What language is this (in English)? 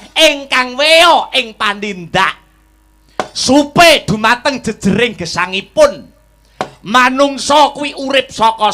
Javanese